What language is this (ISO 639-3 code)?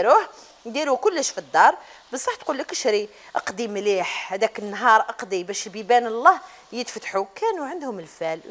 arq